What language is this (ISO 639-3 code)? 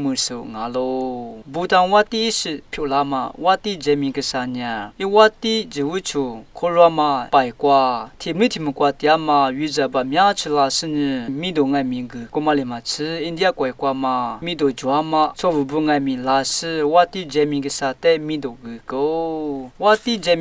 lis